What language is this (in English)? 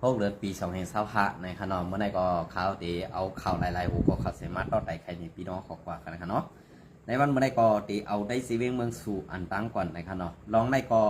Shan